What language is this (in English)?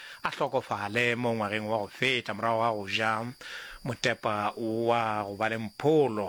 Northern Sotho